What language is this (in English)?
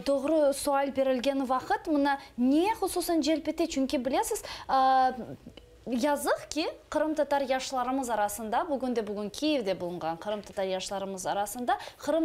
Crimean Tatar